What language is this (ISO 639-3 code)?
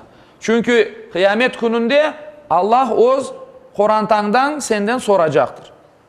crh